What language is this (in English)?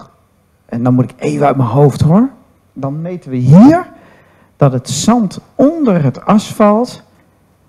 Dutch